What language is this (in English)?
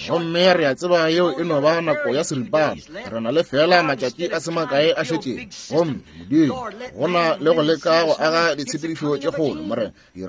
Northern Sotho